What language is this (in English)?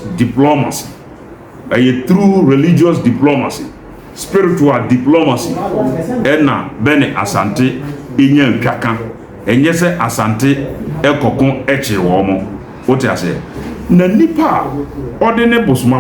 Akan